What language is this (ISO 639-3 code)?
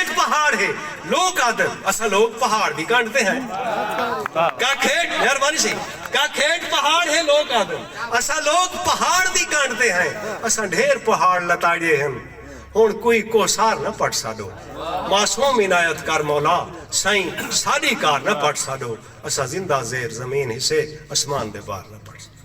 skr